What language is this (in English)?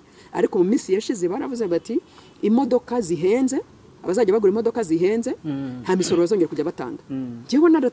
Kinyarwanda